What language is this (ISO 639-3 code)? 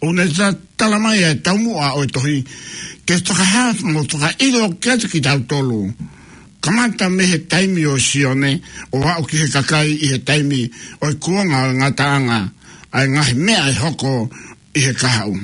ton